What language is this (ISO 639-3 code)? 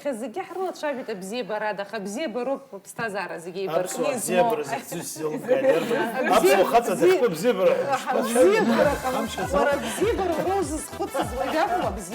abk